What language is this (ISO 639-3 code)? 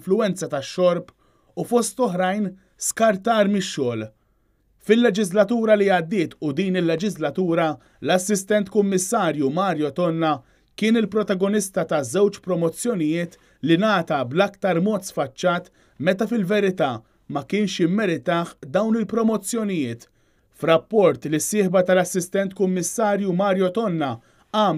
mlt